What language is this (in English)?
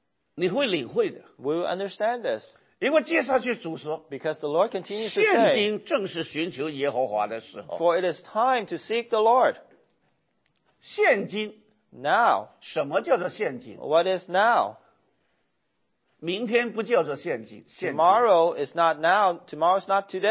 Chinese